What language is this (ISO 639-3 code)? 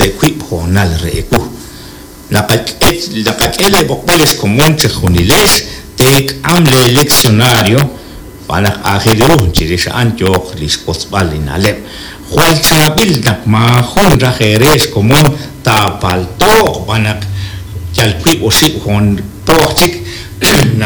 kek